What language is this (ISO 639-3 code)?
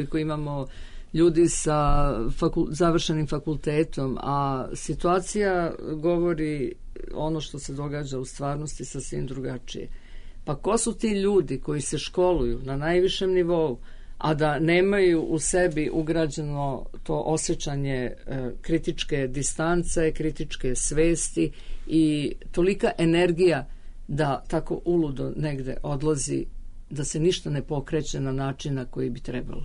srp